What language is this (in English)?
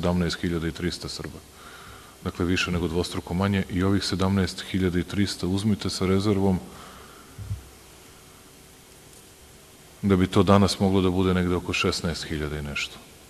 Serbian